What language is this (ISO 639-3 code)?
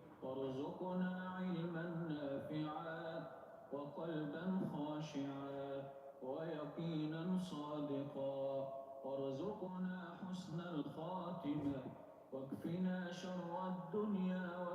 uig